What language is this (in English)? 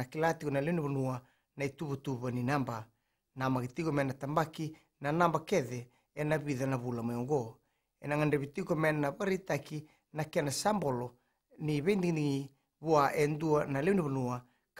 Fijian